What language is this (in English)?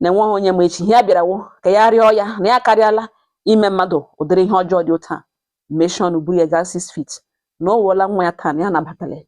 Igbo